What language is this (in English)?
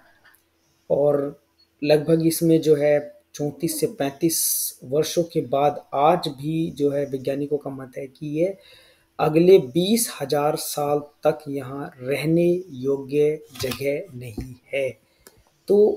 Hindi